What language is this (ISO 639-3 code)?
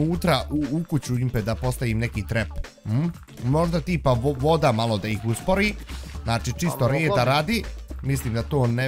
bos